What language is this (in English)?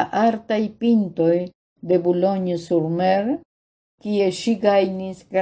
Esperanto